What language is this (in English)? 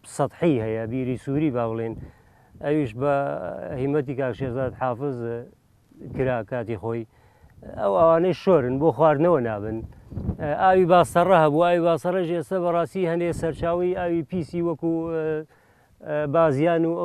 Central Kurdish